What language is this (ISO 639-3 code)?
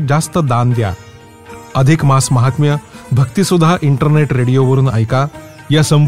mar